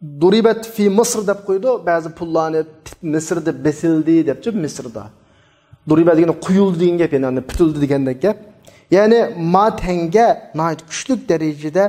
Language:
Uyghur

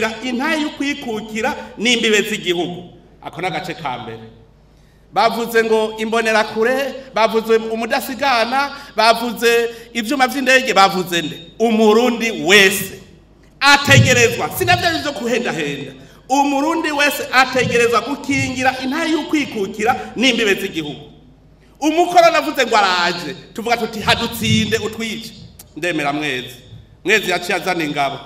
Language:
Rundi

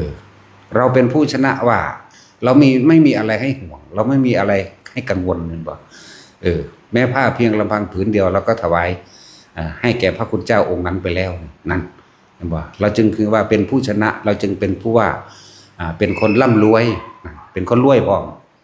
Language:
Northeastern Thai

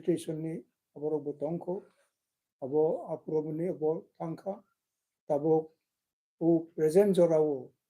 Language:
Kok Borok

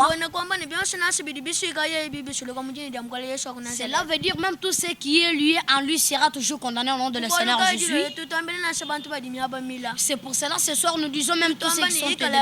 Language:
Luba-Lulua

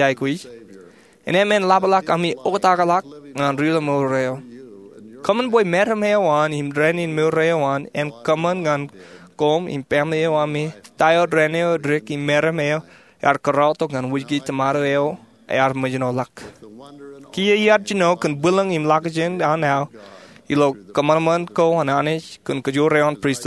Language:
Marshallese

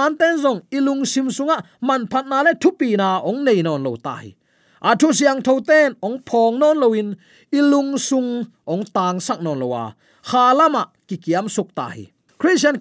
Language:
Tedim Chin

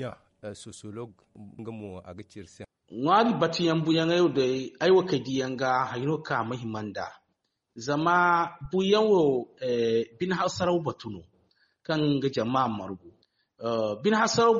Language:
Zarma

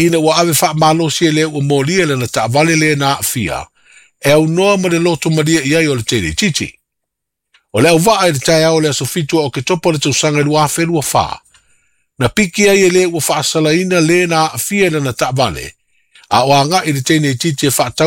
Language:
Samoan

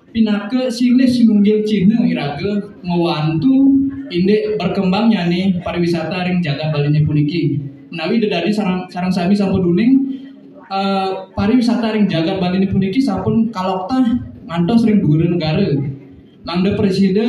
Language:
Balinese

